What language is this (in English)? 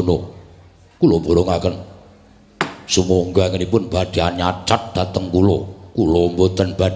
Javanese